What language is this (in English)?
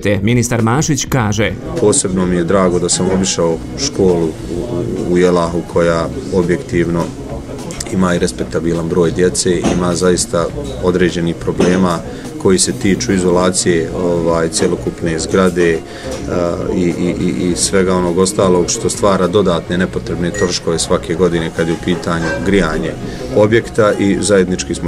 Bosnian